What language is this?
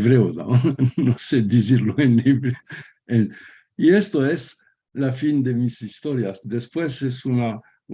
Ladino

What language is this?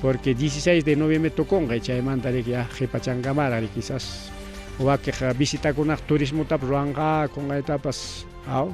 Ayacucho Quechua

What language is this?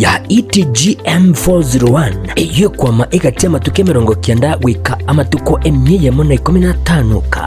Gusii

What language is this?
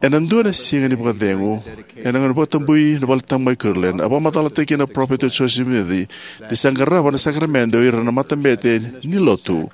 Fijian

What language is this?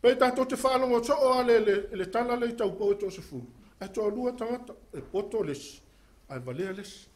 Samoan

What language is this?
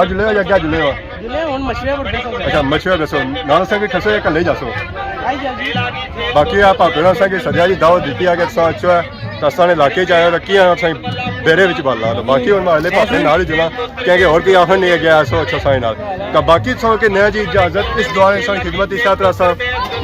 Pahari-Potwari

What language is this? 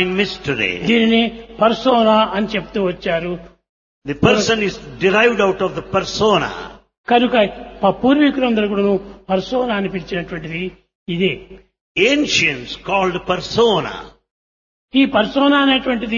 Telugu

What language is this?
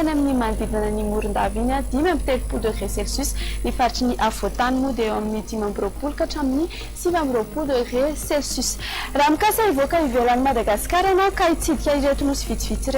Malagasy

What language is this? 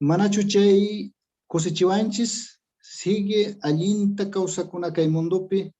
Quechua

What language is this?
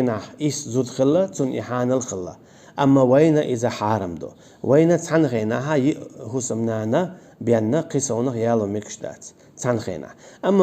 Chechen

